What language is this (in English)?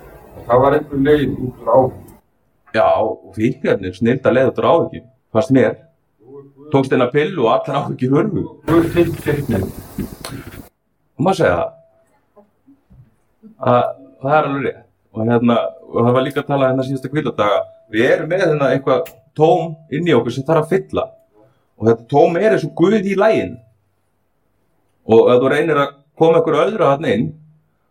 Icelandic